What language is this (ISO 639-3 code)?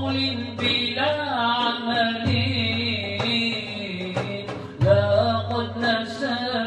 ara